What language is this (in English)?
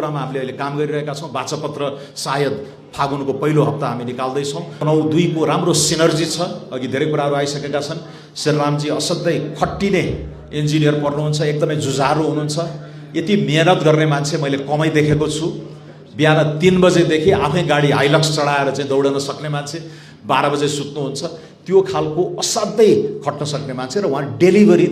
Nepali